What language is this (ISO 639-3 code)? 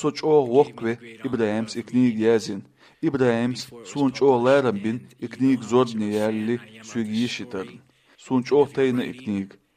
che